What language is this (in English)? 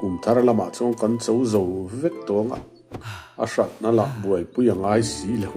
Mizo